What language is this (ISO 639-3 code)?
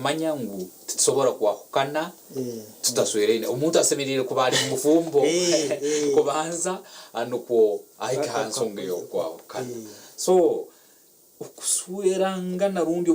nyn